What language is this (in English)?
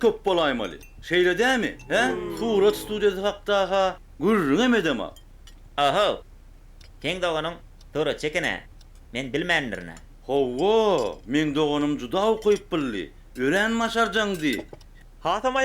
Turkmen